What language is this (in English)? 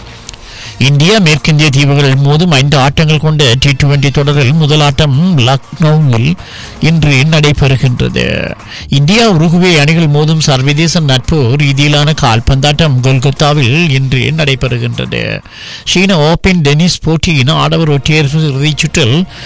Tamil